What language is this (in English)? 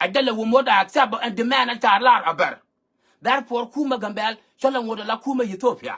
Nuer